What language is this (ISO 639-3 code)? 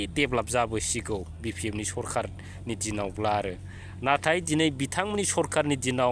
brx